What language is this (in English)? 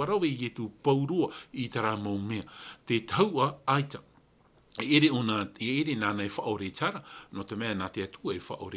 Tahitian